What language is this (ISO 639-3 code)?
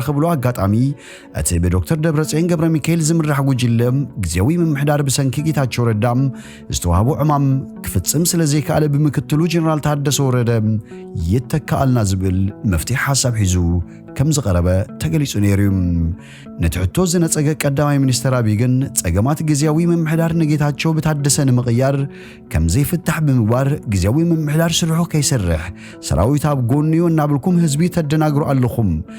tir